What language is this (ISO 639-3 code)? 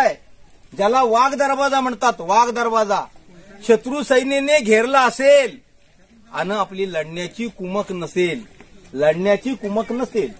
mar